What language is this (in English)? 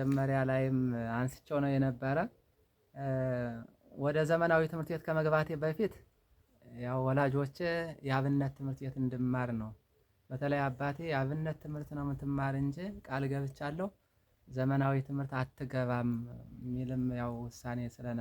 Amharic